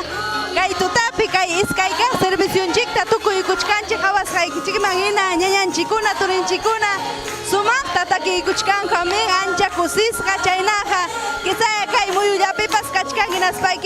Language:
Ayacucho Quechua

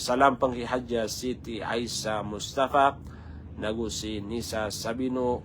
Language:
Maranao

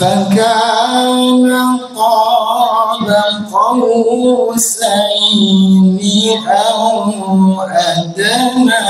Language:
Buginese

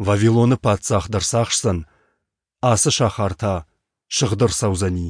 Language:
Ossetic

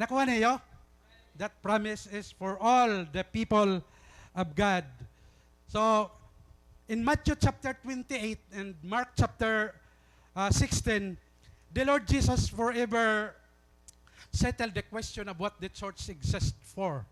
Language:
Waray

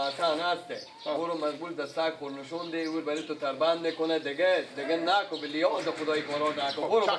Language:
Persian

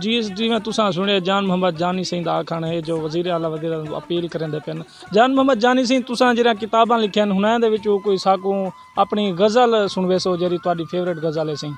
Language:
Saraiki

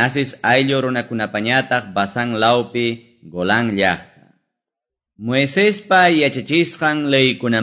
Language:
Quechua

